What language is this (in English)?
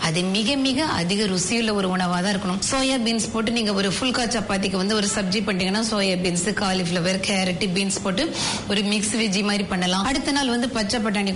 Tamil